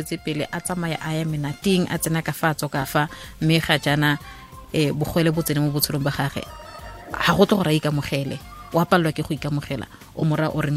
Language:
Tswana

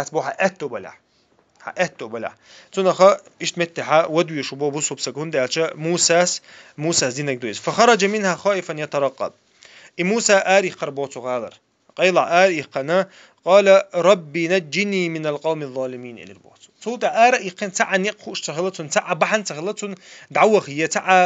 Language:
Chechen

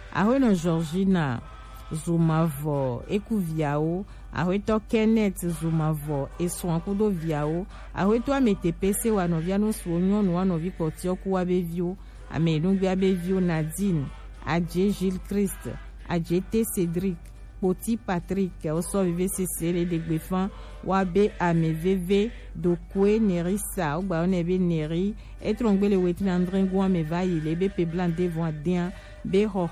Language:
Gen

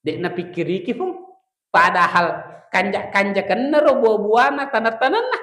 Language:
Buginese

